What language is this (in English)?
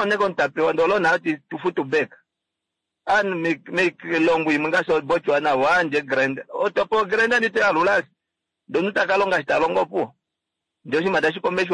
Kuanyama